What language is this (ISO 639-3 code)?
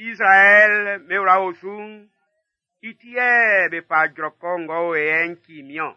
bci